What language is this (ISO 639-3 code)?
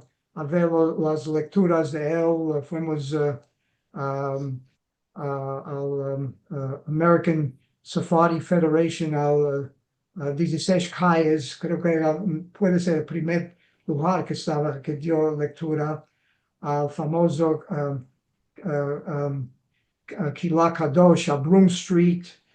lad